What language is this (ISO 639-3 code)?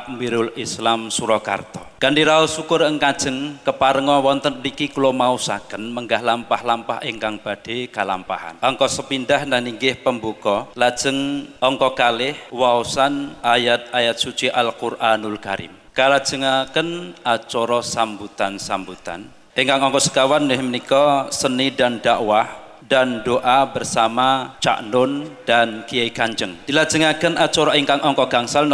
jav